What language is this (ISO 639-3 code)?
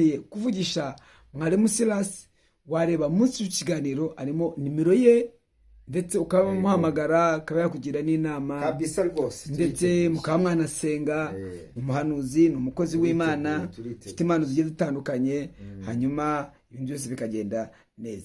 kin